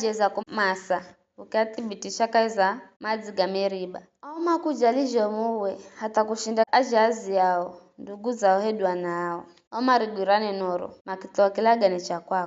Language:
Giryama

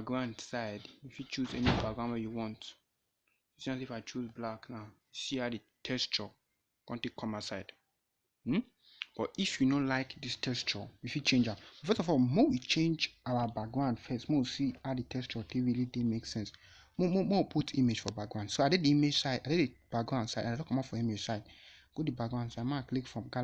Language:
Nigerian Pidgin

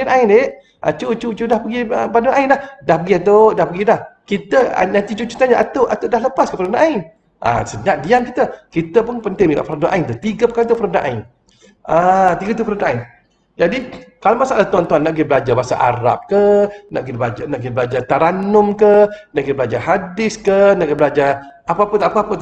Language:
Malay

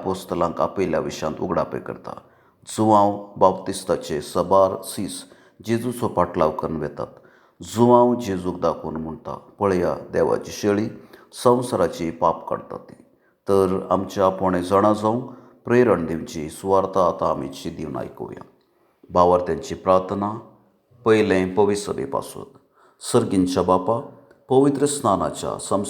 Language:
Konkani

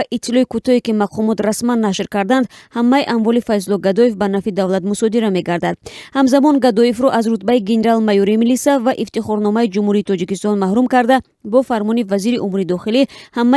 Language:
Tajik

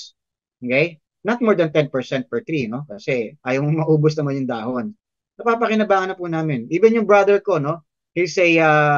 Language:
Filipino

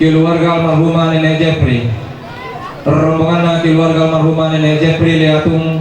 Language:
Toraja-Sa'dan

